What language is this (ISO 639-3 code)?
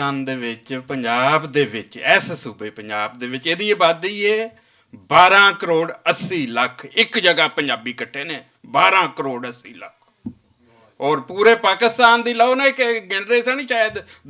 lah